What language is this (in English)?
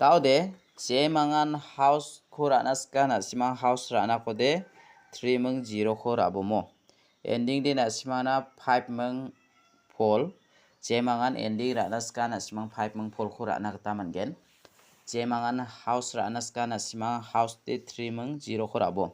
Garo